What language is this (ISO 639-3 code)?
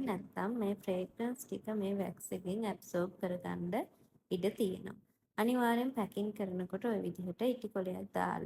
sin